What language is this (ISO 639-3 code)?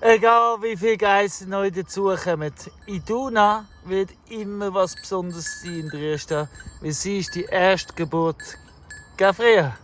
gsw